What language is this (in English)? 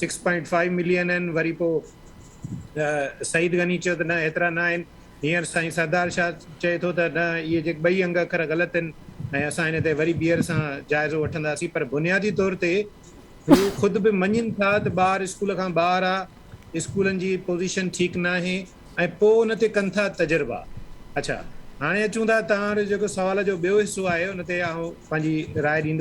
Sindhi